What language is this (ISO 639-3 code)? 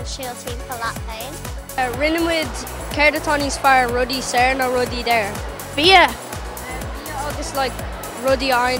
gle